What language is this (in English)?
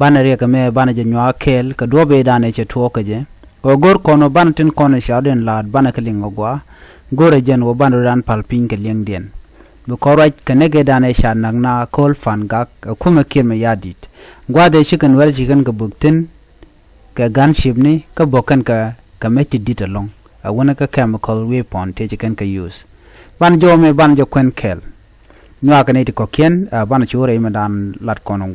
Nuer